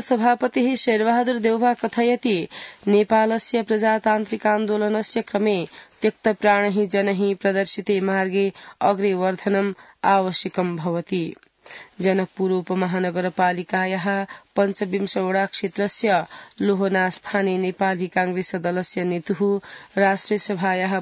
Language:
Sanskrit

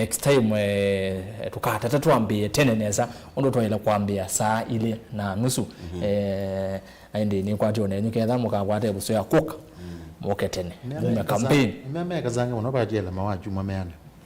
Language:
Kamba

